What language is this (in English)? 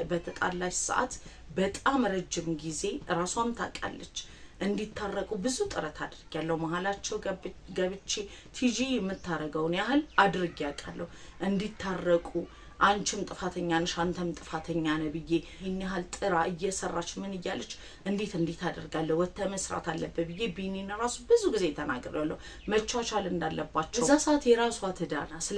Amharic